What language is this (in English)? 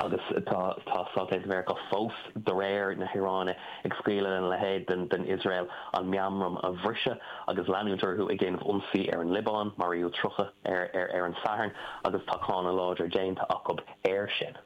Irish